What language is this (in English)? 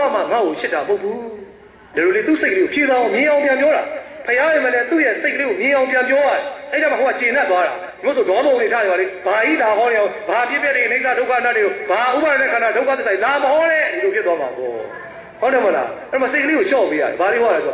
Burmese